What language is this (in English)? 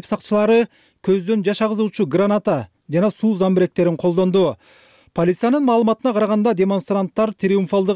Kyrgyz